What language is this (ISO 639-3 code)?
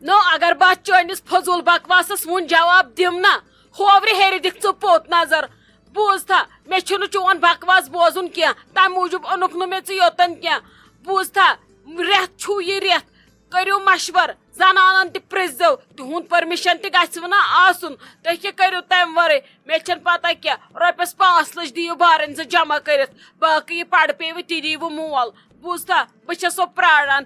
kas